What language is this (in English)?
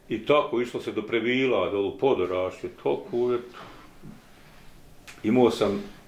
Bosnian